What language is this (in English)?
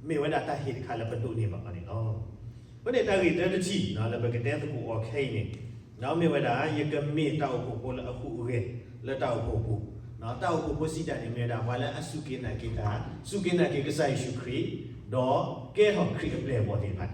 S'gaw Karen